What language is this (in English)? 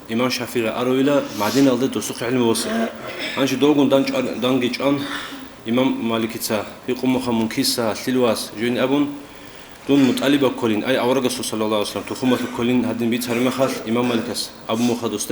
Avaric